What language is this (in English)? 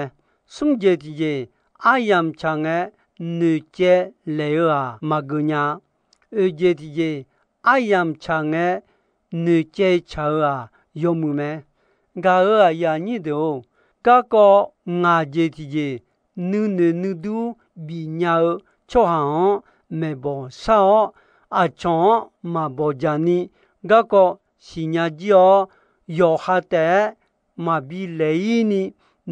Akha